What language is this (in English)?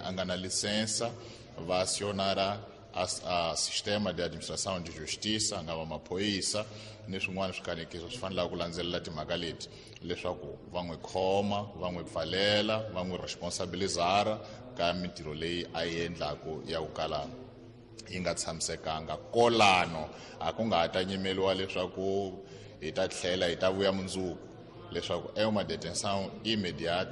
Tsonga